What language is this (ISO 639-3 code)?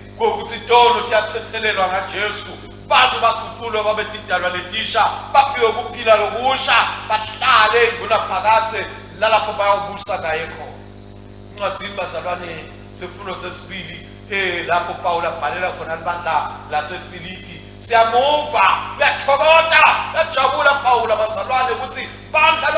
ssw